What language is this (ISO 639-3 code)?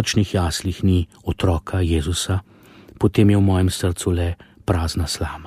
slv